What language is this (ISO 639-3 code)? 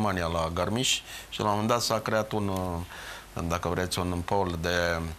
ron